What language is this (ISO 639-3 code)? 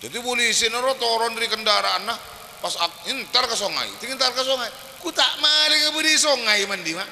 mad